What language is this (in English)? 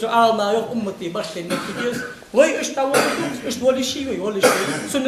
Ingush